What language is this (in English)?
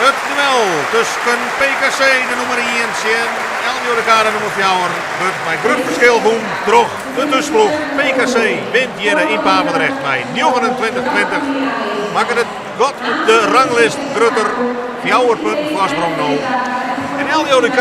Western Frisian